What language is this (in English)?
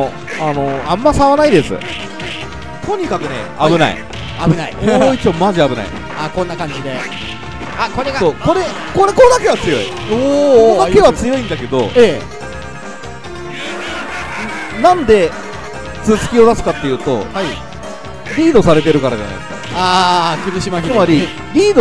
Japanese